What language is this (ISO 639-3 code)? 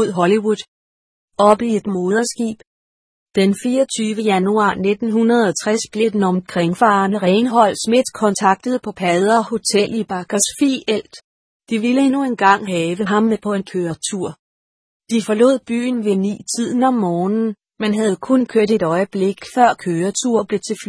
dan